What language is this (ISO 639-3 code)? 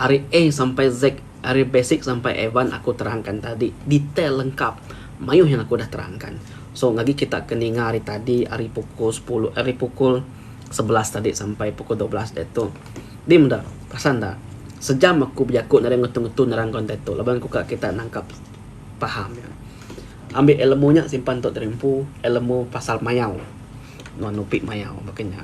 iba